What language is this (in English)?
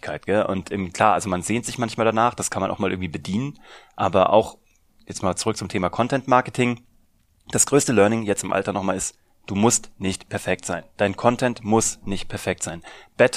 German